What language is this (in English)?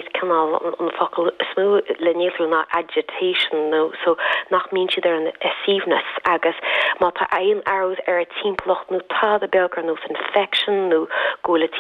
Irish